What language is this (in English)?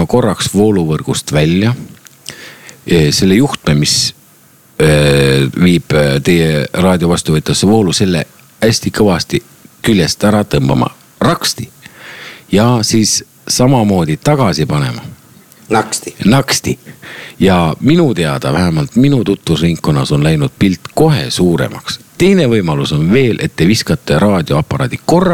Estonian